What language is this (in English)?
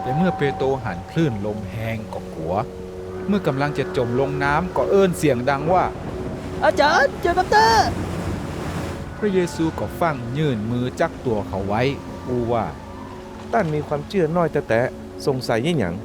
Northern Thai